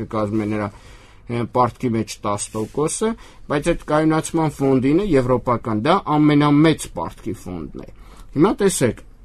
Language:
Armenian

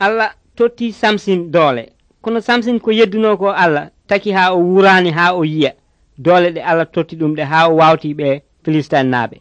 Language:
Nigerian Fulfulde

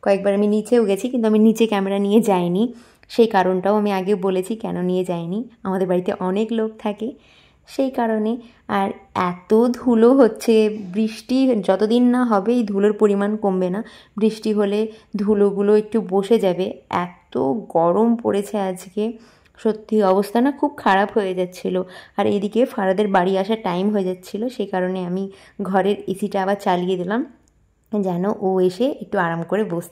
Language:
Bangla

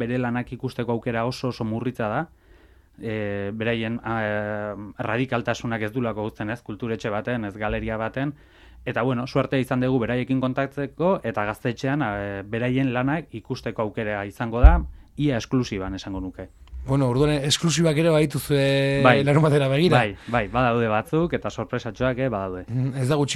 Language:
Basque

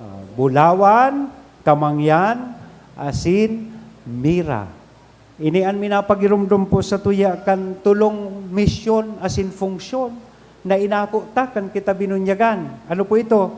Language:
Bikol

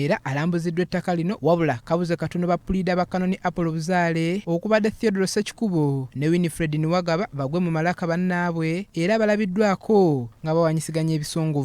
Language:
Ganda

